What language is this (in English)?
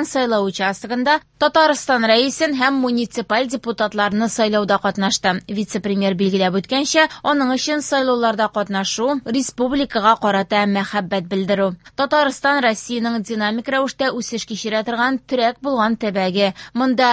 Tatar